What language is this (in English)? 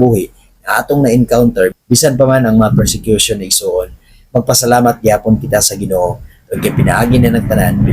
Cebuano